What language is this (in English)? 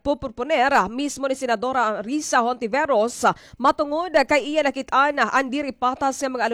Waray